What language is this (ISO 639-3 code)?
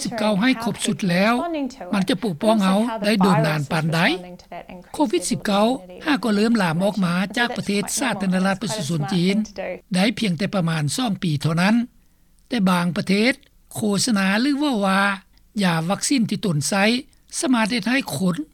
lao